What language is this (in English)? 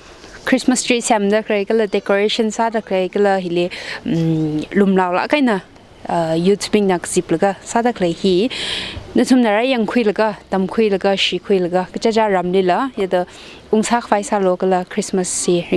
Tangkhul Naga (India)